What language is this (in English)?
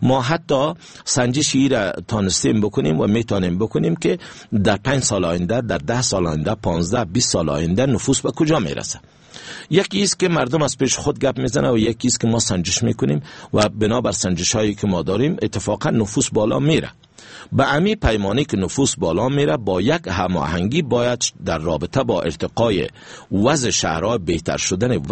Persian